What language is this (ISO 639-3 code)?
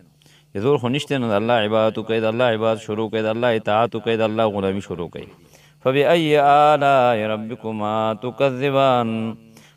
pus